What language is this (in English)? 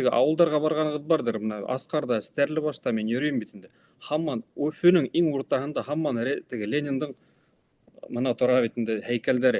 Bashkir